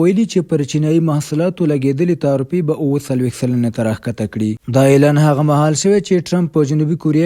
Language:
Pashto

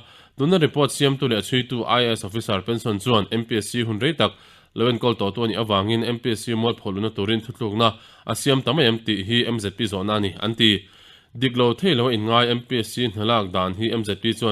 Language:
Mizo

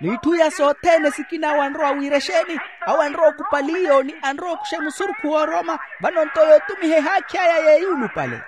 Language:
Makhuwa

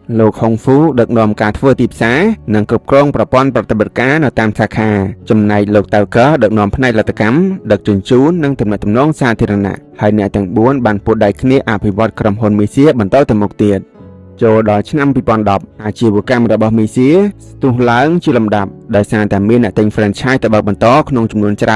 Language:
Khmer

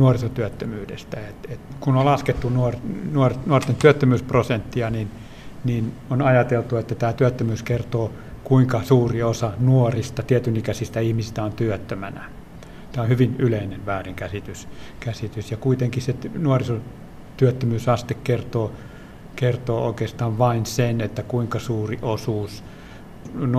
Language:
Finnish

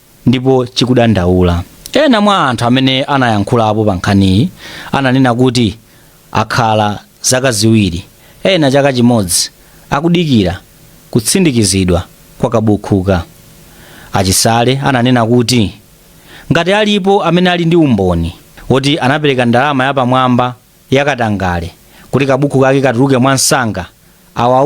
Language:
Nyanja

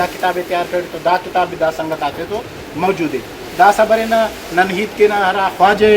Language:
Brahui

